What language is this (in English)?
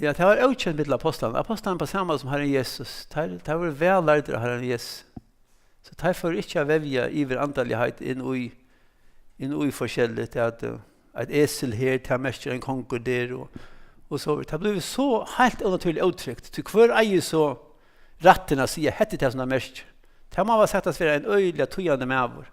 Faroese